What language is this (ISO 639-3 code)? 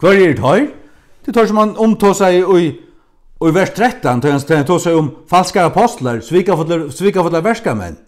fao